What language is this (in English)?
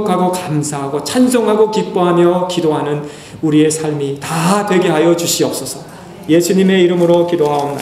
Korean